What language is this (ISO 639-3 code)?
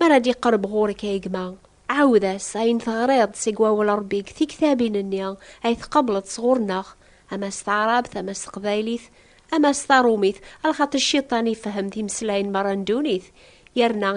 kab